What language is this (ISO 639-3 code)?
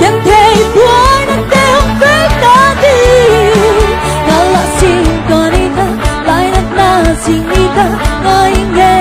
ctd